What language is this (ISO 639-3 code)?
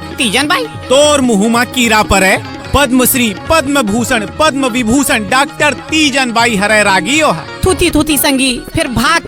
hne